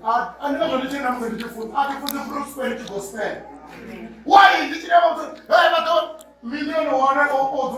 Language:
Venda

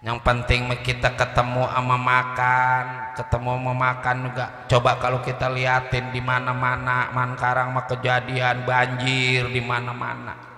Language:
Betawi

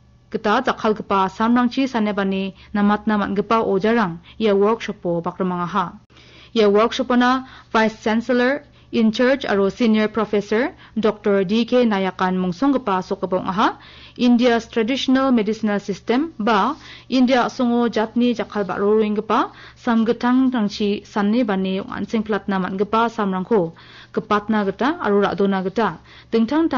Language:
Garo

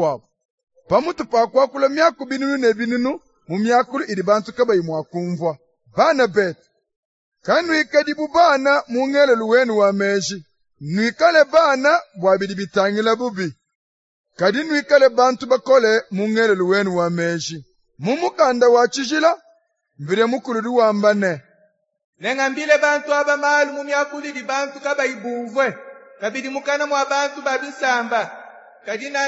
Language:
Luba-Lulua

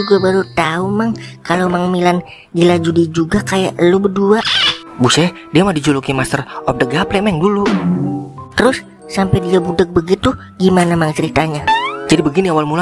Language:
Betawi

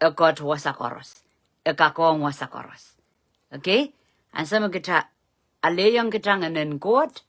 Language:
Pohnpeian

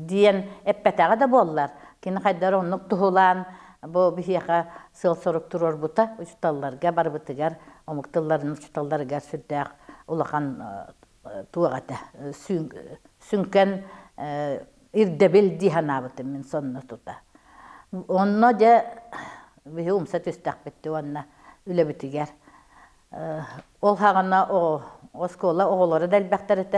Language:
Yakut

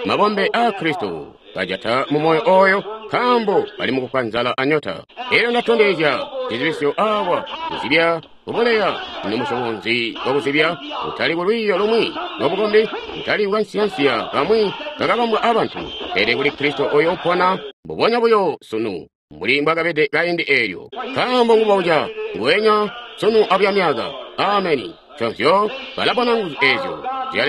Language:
Tonga (Zambia)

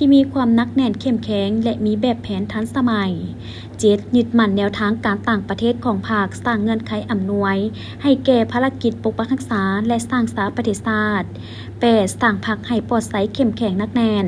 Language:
Lao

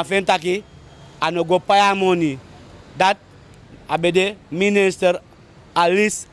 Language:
Sranan Tongo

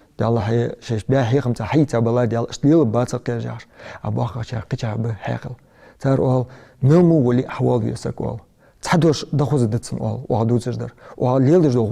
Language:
Ingush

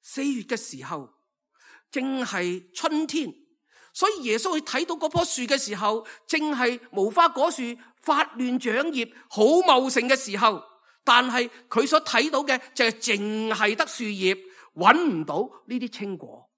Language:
Cantonese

